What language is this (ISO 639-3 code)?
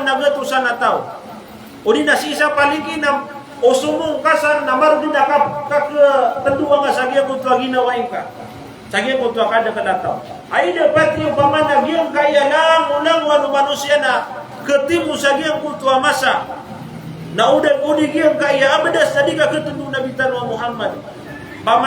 mrw